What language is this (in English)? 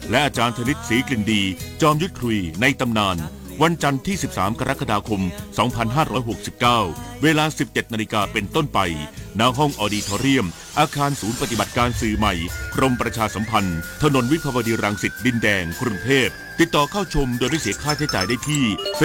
Thai